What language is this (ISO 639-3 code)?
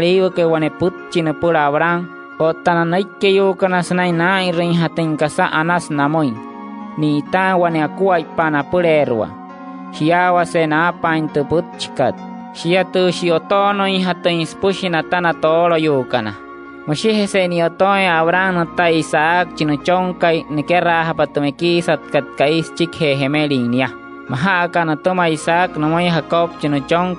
guc